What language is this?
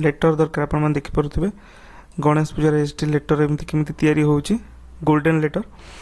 Odia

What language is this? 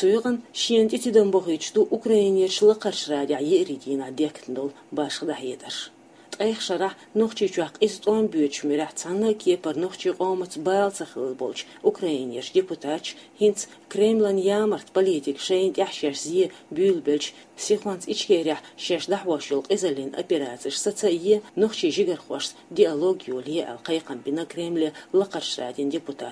Chechen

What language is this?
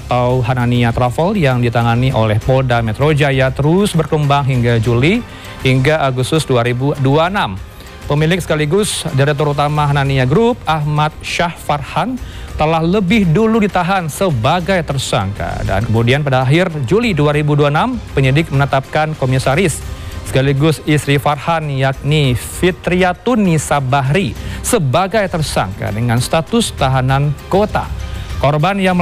Indonesian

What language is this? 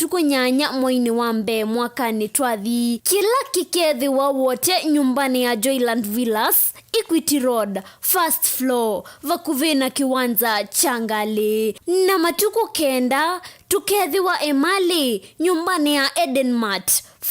Kamba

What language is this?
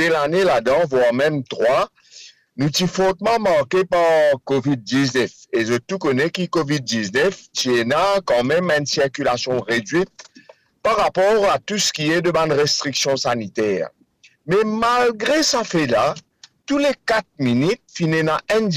Morisyen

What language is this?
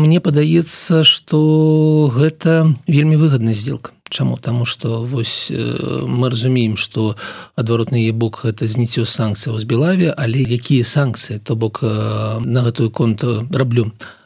Belarusian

